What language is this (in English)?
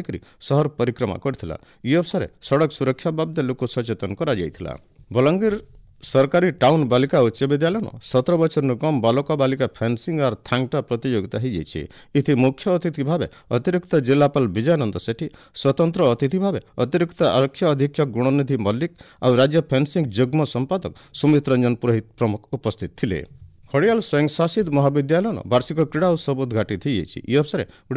Odia